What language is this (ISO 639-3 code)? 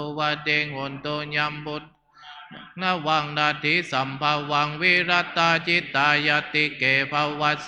pli